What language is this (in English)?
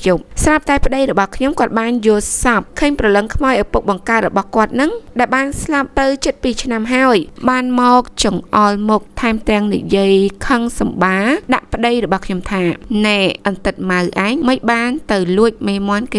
Khmer